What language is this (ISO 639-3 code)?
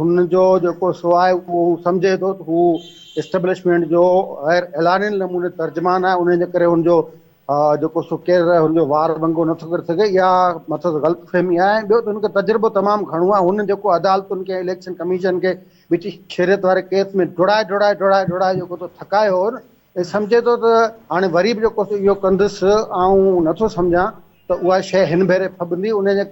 snd